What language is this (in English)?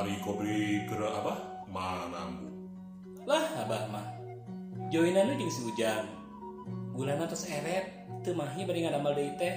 Sundanese